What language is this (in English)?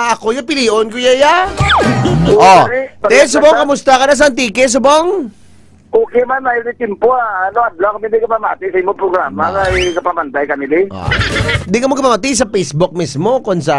Hiligaynon